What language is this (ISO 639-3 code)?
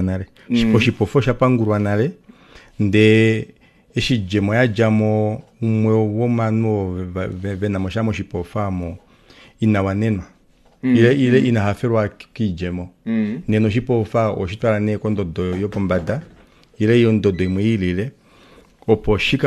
kua